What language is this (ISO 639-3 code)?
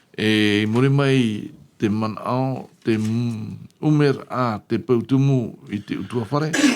tah